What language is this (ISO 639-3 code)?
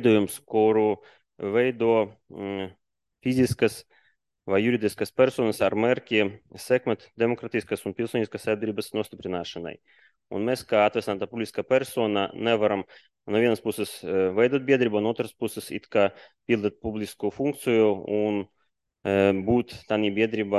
lav